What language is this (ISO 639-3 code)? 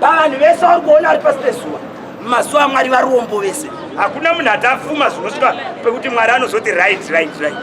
sna